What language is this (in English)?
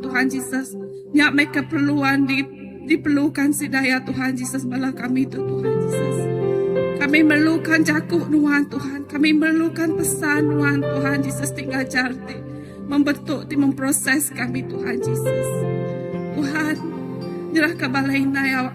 Iban